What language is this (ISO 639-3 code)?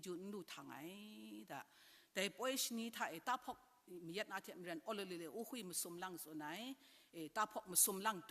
kac